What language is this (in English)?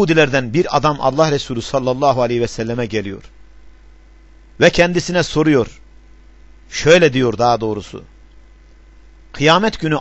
Turkish